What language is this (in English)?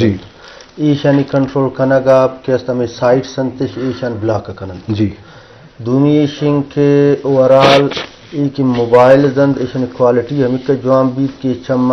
Baluchi